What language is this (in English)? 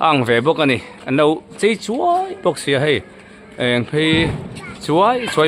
Mizo